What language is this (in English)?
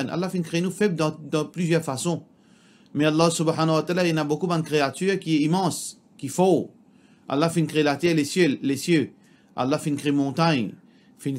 Morisyen